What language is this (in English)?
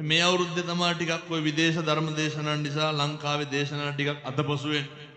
Sinhala